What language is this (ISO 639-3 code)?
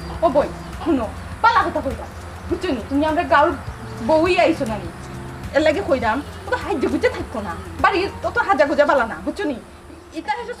syl